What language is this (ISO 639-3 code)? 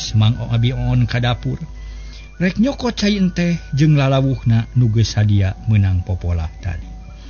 sun